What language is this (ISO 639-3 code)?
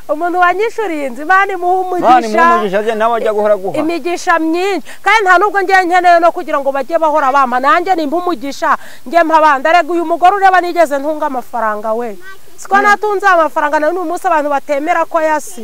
kin